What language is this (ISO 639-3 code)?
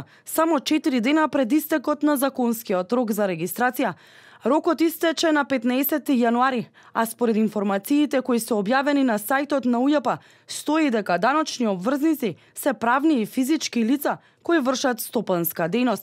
mkd